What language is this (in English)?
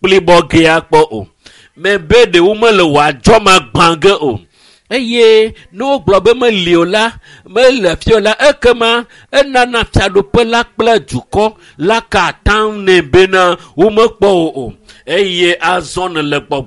Ewe